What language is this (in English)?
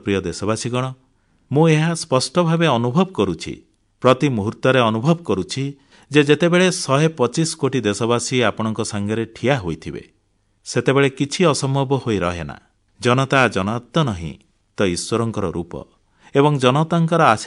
Odia